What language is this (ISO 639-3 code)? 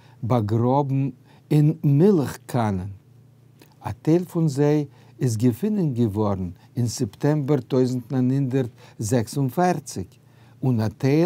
yid